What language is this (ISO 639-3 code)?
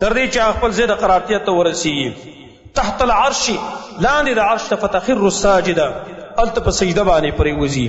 pus